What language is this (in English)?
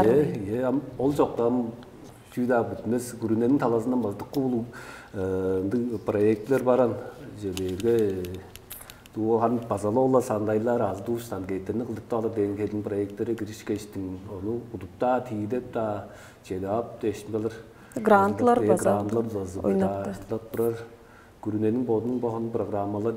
Tuvinian